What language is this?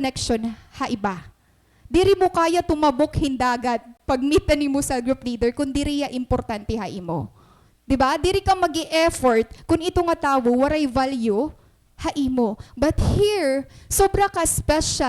Waray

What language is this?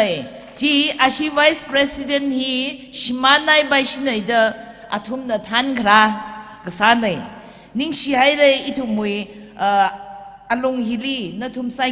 Tangkhul Naga (India)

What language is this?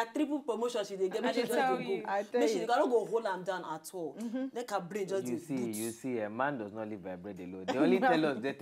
Nigerian Pidgin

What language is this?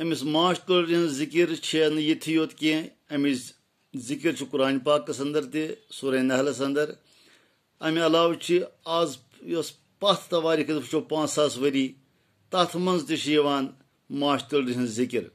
Kashmiri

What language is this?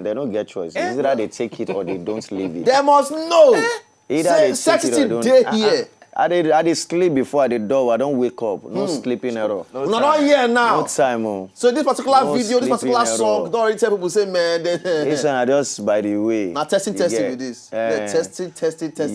Nigerian Pidgin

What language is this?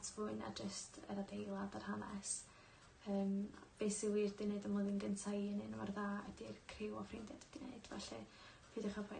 Welsh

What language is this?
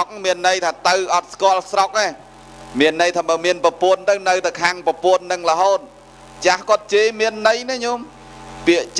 Khmer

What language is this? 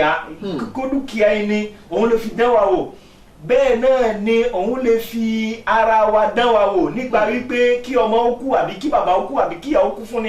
Yoruba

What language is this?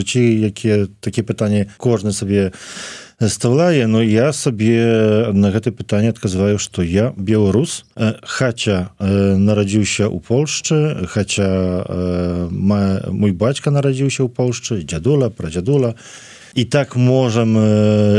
Belarusian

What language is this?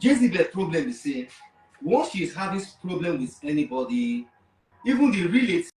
Nigerian Pidgin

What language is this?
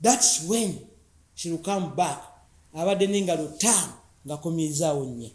Ganda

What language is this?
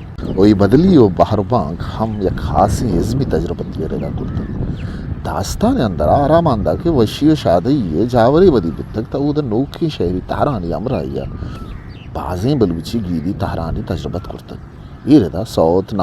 Eastern Balochi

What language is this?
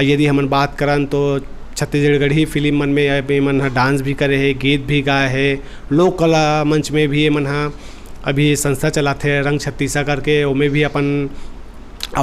Chhattisgarhi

